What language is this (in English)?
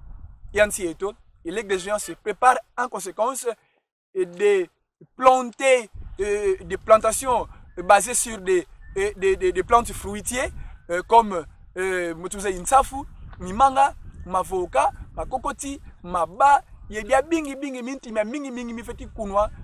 Kongo